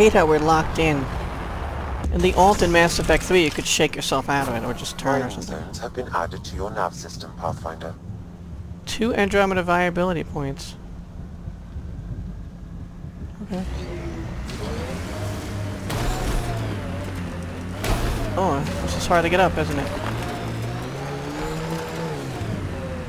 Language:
English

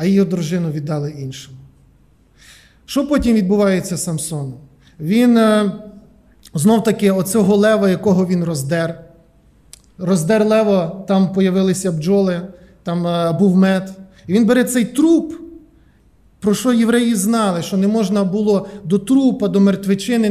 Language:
Ukrainian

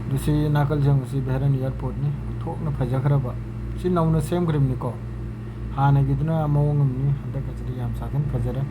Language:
Manipuri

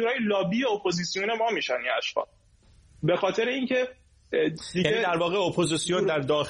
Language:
Persian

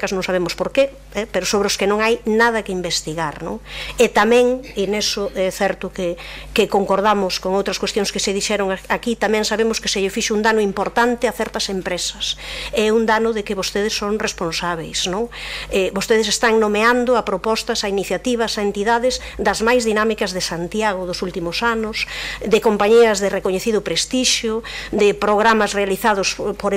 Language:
Galician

